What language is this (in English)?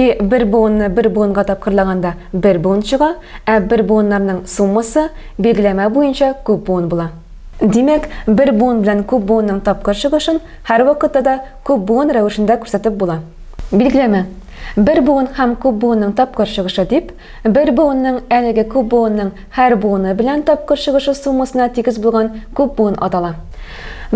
Tatar